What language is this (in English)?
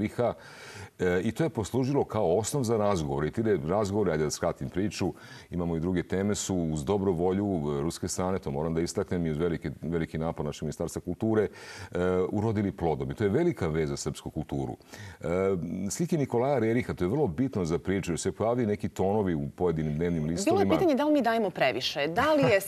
Serbian